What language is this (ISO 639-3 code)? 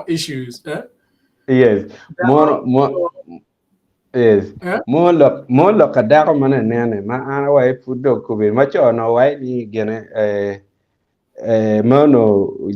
ach